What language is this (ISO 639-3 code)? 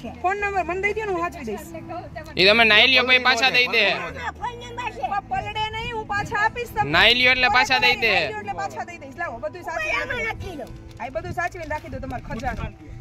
guj